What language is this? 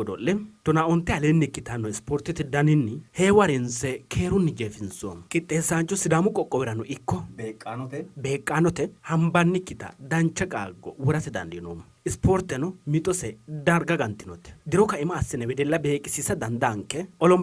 Sidamo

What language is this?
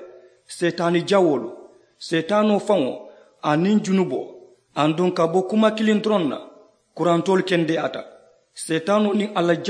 Mandingo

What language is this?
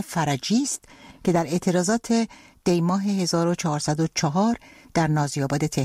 Persian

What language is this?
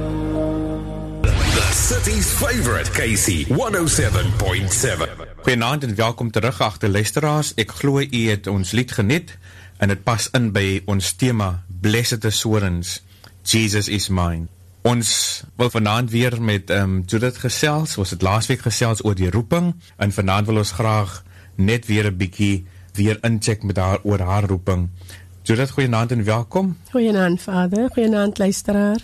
Afrikaans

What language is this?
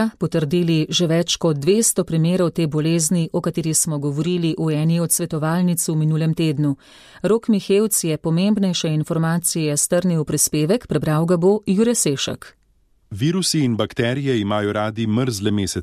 Slovenian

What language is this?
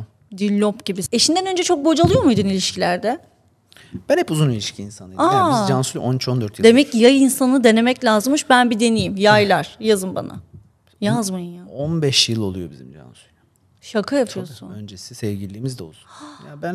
Turkish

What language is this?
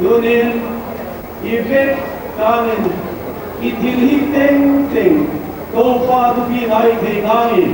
Paite Chin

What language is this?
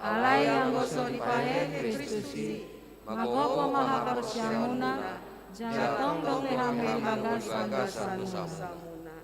Batak Toba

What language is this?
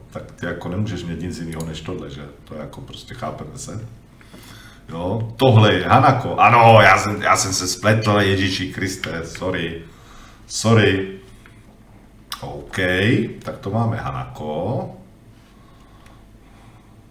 Czech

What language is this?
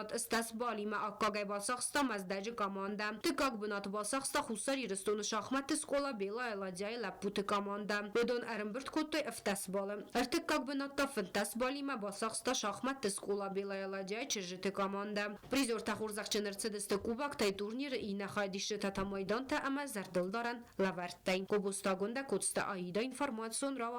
Ossetic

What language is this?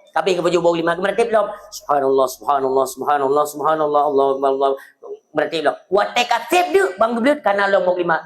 Achinese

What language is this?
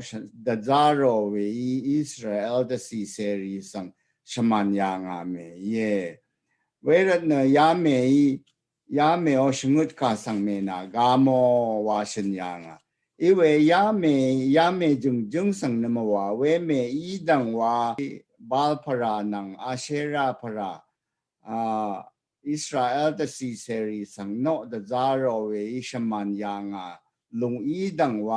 Rawang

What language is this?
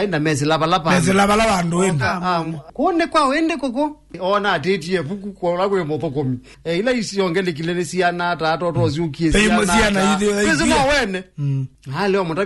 Kamba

